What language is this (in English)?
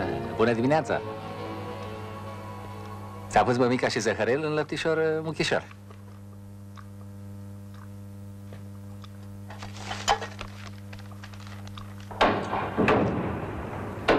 Romanian